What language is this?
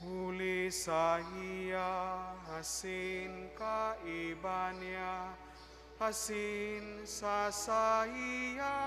Bikol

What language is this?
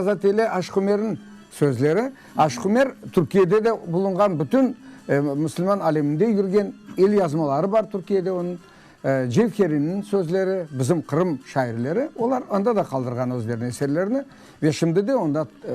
Crimean Tatar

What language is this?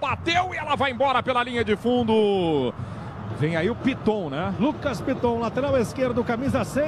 Portuguese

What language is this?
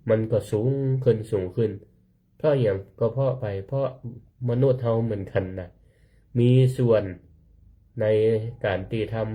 Northern Thai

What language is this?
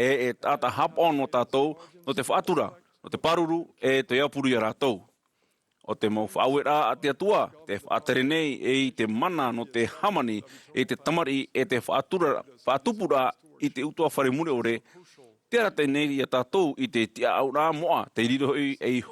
Tahitian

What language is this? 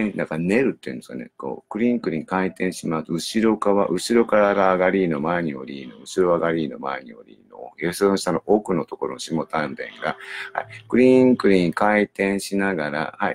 Japanese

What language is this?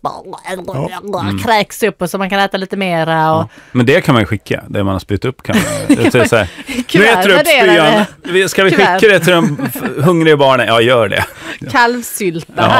Swedish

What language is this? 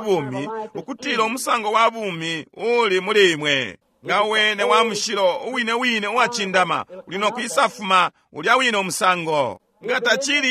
Bemba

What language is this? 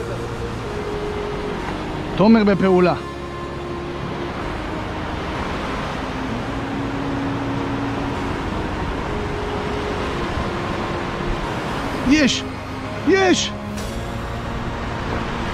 Hebrew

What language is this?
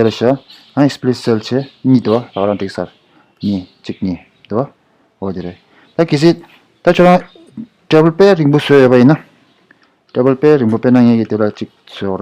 Tibetan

